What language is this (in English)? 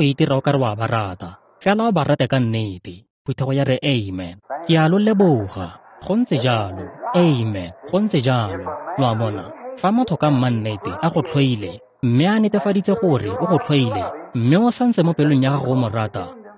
Tswana